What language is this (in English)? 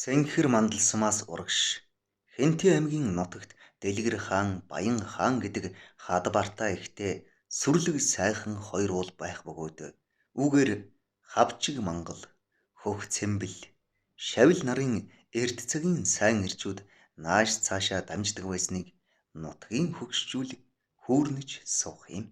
Mongolian